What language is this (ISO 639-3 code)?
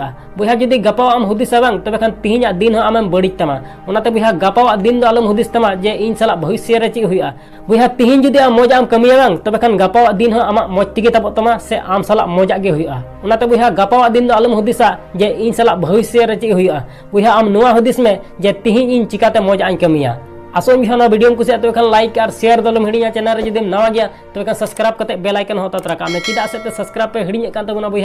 sat